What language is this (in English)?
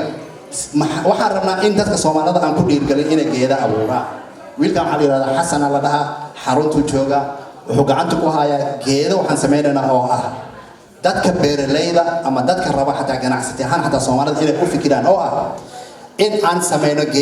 Somali